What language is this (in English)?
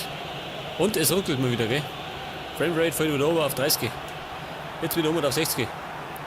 Bavarian